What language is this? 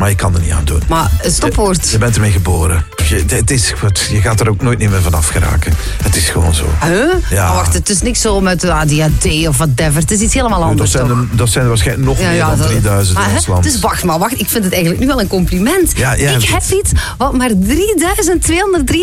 Dutch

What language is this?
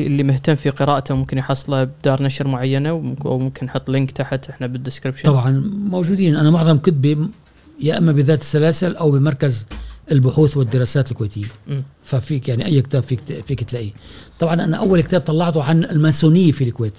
Gulf Arabic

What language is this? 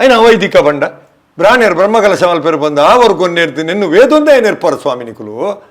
Tulu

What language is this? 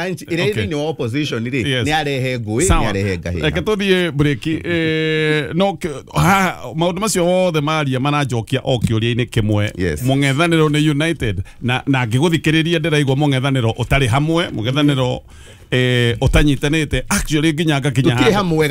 Kikuyu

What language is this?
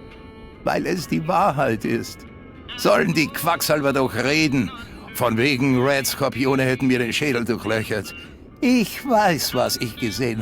Bavarian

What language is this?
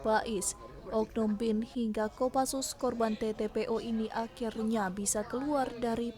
Manado Malay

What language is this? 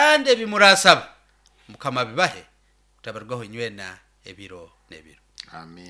Nyoro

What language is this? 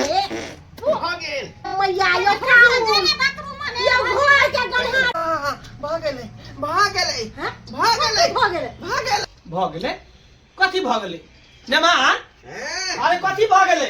Maithili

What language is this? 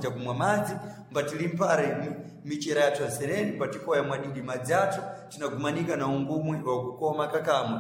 Sena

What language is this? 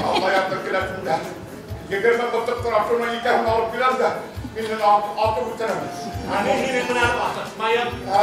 Bashkir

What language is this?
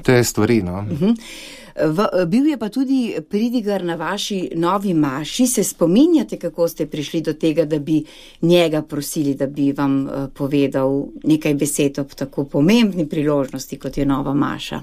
Slovenian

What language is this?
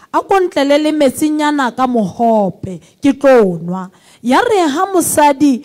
Southern Sotho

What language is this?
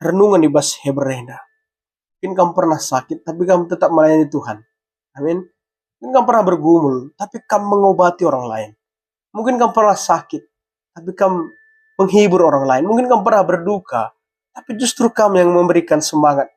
Batak Karo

